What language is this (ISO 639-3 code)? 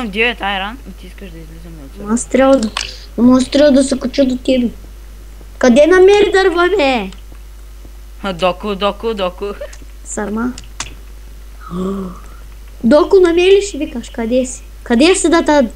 bul